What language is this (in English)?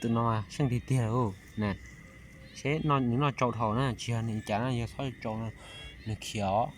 Hmong